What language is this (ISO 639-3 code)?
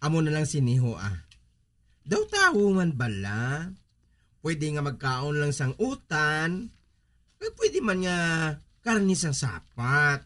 hil